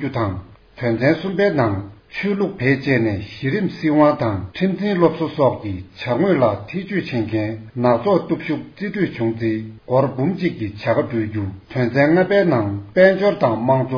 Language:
Tibetan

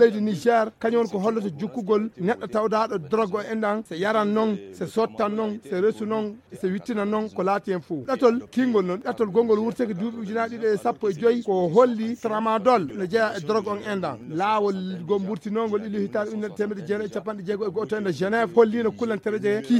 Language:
Fula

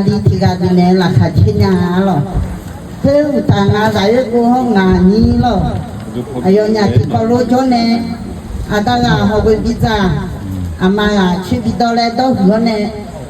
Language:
Akha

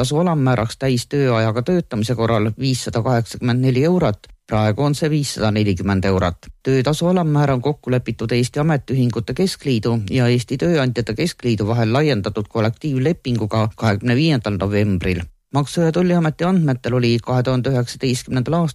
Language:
Estonian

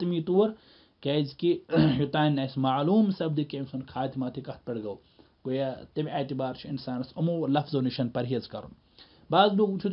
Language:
Kashmiri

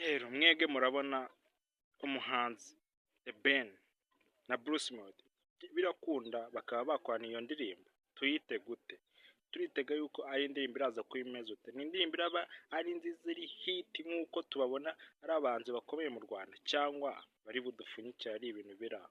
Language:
Kinyarwanda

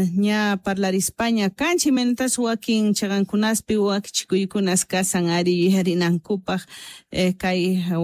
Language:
Quechua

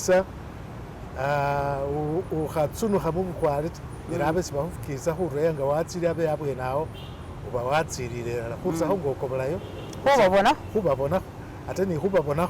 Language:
Masaaba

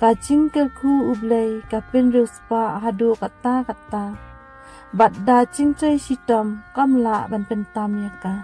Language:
Khasi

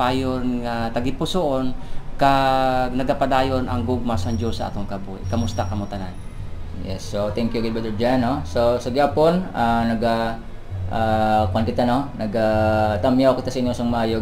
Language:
Hiligaynon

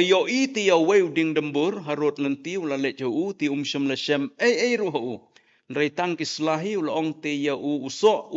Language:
Khasi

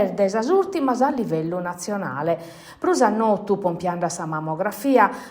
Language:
Sardinian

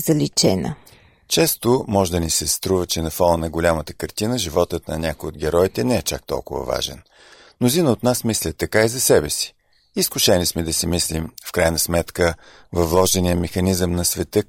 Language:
Bulgarian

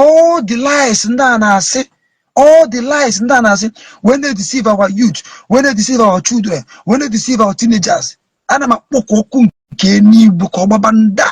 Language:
Igbo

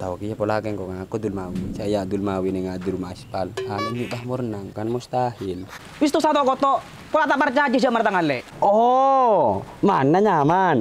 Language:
Madurese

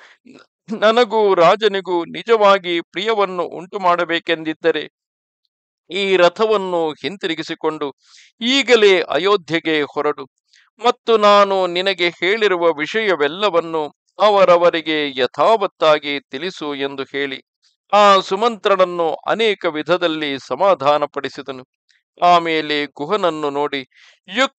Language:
Kannada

